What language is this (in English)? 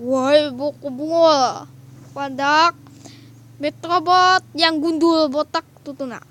Banjar